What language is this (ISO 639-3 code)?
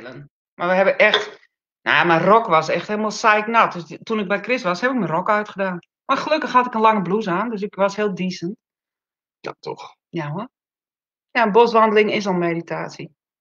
nld